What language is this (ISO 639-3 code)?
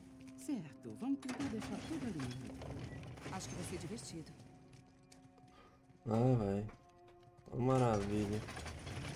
por